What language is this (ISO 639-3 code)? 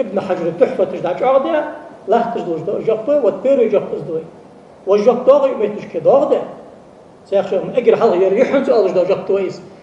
inh